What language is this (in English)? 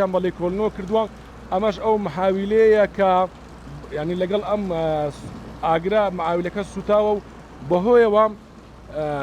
Central Kurdish